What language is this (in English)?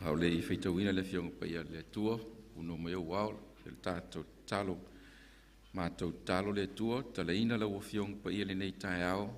Samoan